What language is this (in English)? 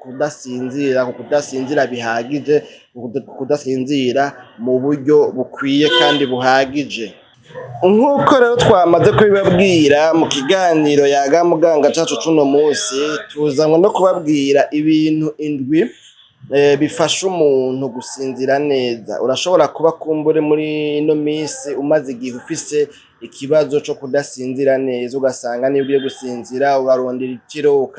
Rundi